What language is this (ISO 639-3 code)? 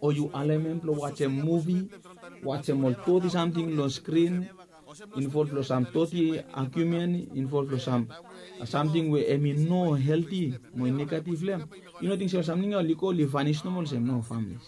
bis